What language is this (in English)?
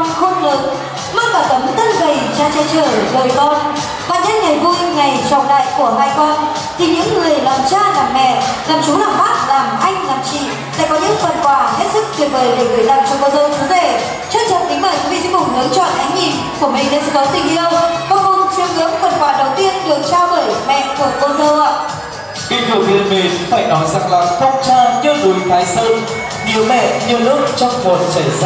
Vietnamese